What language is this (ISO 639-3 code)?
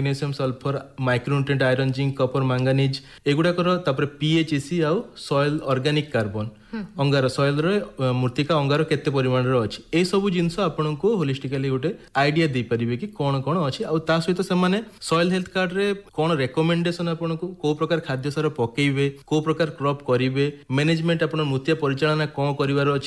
ori